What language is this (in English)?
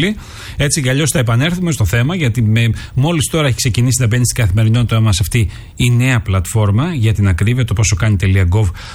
Greek